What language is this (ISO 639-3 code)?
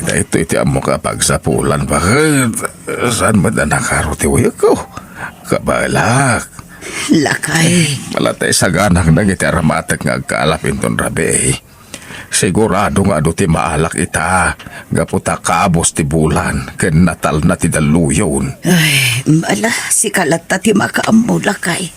ilo